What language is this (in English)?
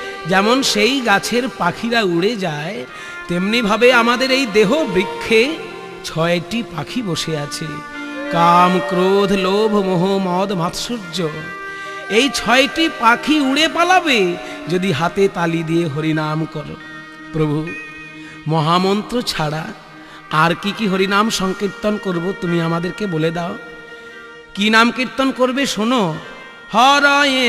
Bangla